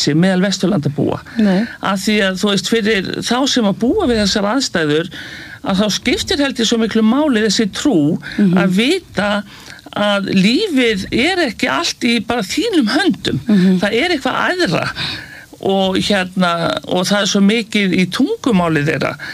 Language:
Icelandic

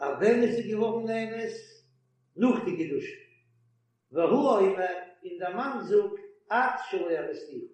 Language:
Yiddish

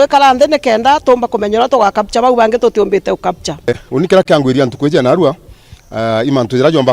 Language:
Meru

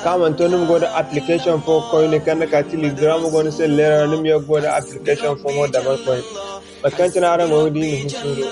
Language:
Zarma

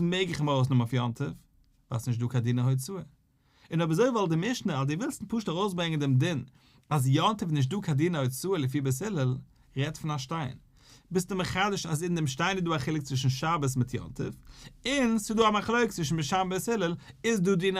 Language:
Yiddish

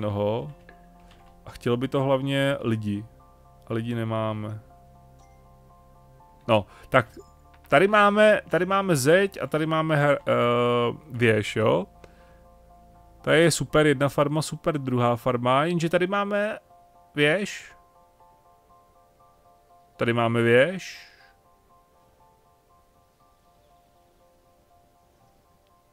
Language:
Czech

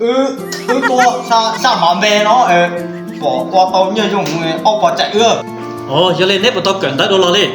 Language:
Hmong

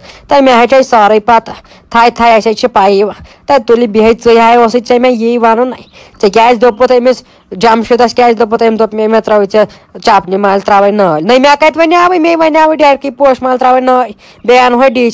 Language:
Kashmiri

